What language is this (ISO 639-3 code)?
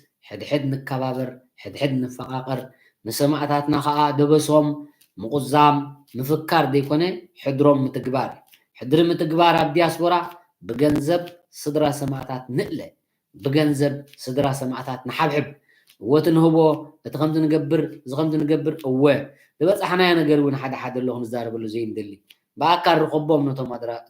tir